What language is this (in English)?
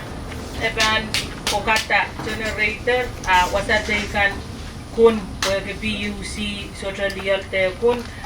Pohnpeian